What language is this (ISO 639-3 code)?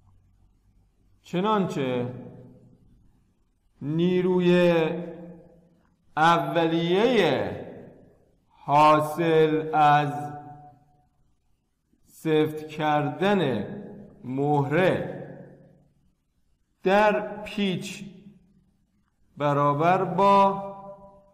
fas